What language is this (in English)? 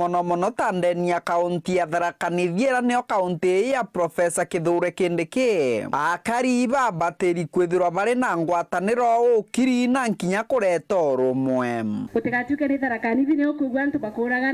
Meru